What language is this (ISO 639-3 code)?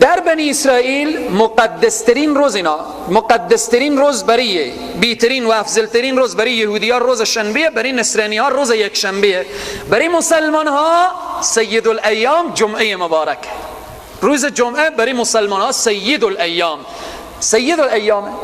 fas